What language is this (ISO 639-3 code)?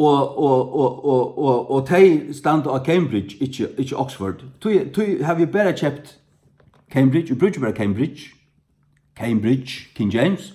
fao